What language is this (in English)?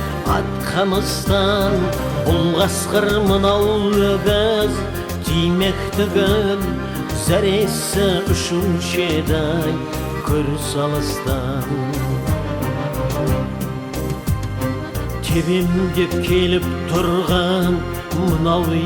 Kazakh